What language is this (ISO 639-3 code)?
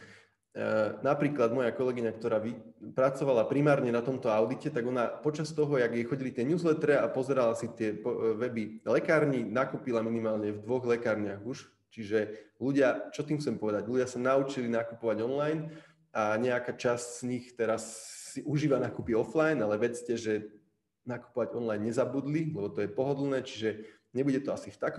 slk